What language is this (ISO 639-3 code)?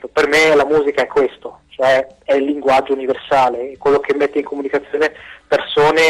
ita